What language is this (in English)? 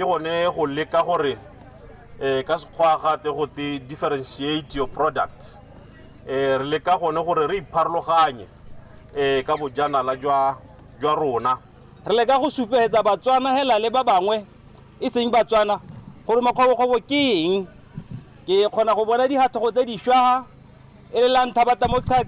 Tswana